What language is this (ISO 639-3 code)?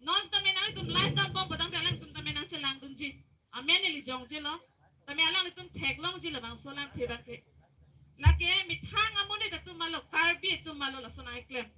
mjw